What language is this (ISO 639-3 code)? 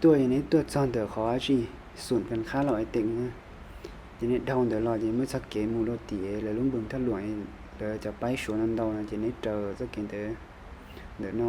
hmn